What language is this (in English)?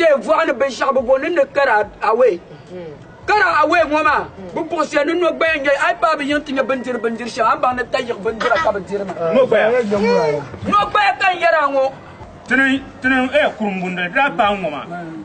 Dagbani